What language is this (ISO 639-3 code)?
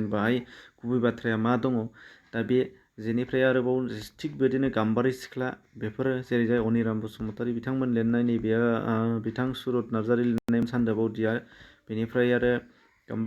brx